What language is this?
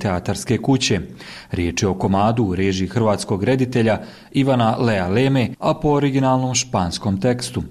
Bosnian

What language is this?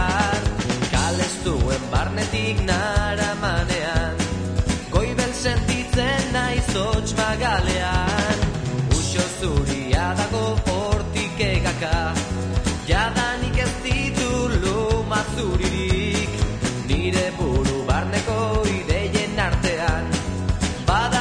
Basque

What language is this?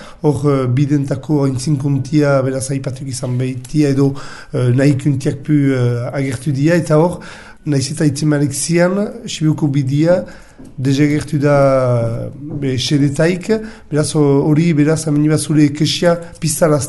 Basque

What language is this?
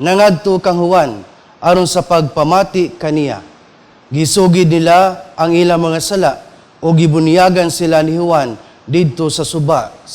Cebuano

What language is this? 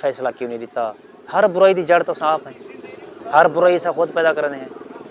Saraiki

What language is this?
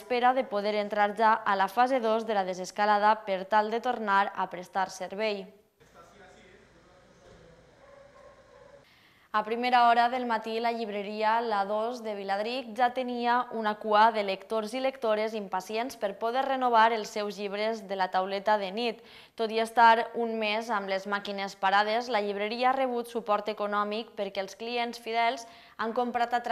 Catalan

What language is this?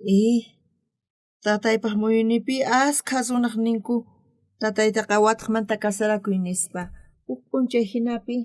South Bolivian Quechua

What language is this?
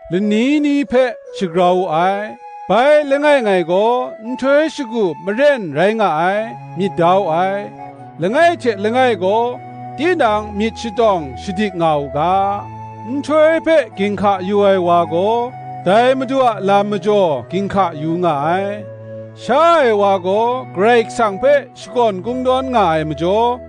Kachin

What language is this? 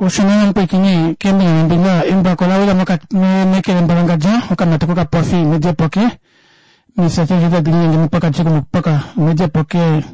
Kuanyama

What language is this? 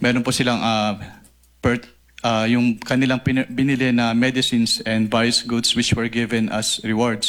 Filipino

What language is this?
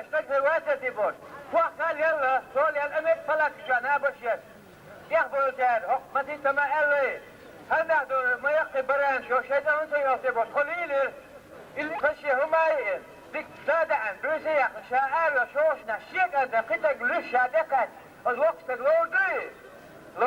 Chechen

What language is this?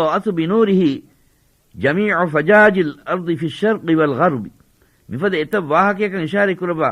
Divehi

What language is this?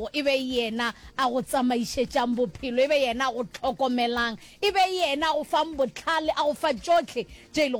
Northern Sotho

